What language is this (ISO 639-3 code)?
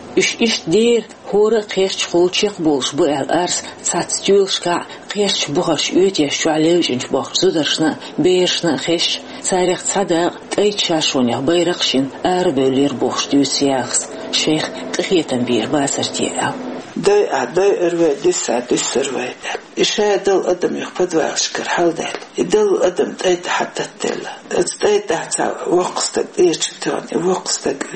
che